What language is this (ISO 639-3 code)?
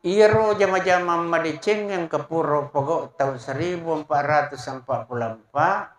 bug